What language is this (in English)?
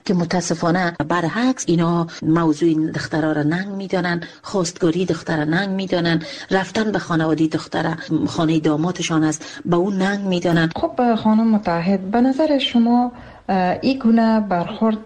Persian